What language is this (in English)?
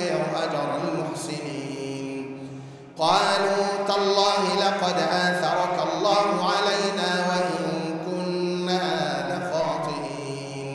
Arabic